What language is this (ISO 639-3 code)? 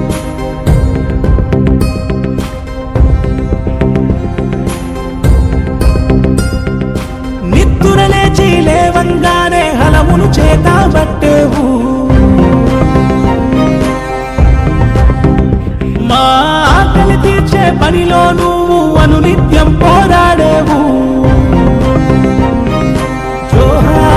tel